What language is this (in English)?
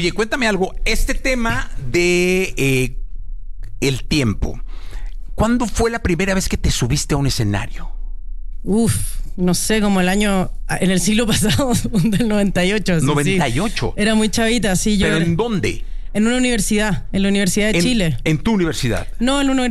Spanish